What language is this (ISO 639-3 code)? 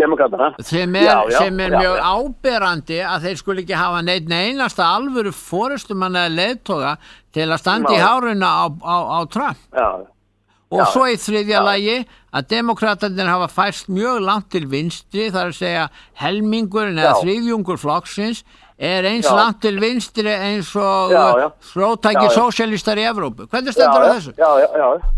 isl